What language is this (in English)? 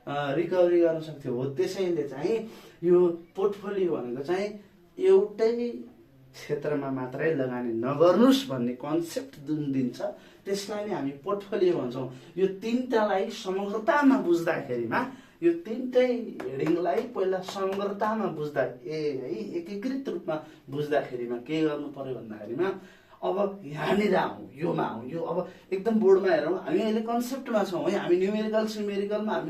Nepali